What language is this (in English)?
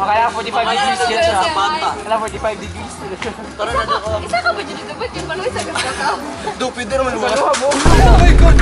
Cebuano